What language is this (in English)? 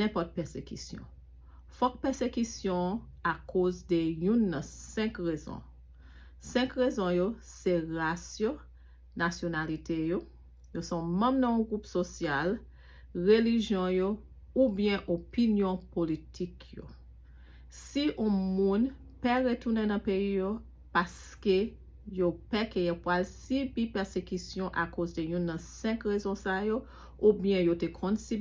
Haitian Creole